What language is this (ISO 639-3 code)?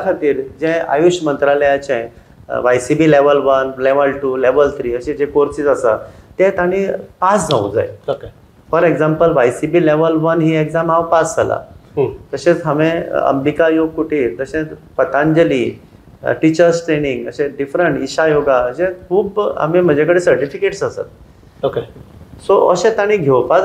kok